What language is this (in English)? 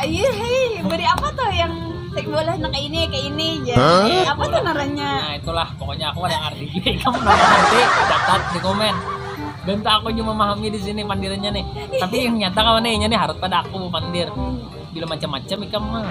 Banjar